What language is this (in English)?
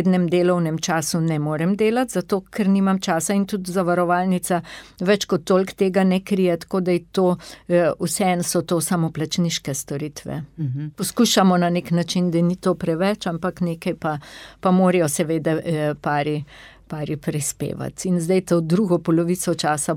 Slovenian